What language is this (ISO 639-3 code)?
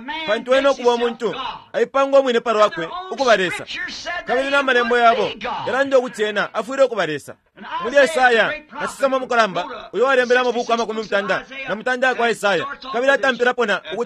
bem